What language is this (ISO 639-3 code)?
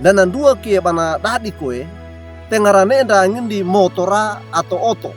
wew